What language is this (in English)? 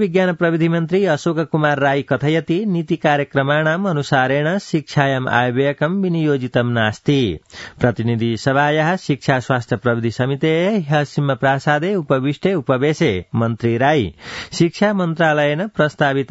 Sanskrit